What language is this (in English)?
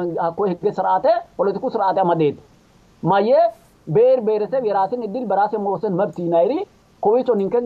Sidamo